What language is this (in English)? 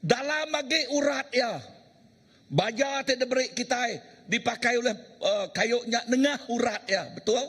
Iban